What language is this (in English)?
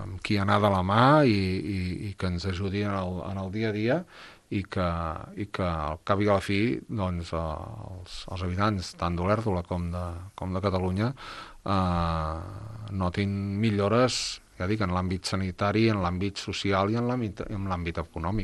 Catalan